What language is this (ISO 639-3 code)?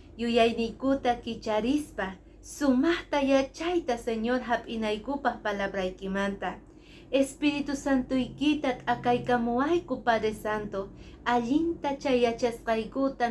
que